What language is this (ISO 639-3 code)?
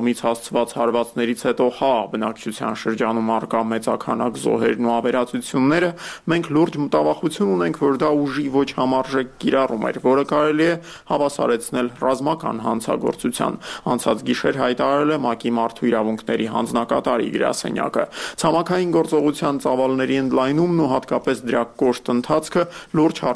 hye